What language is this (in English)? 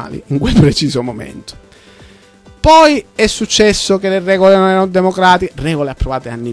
Italian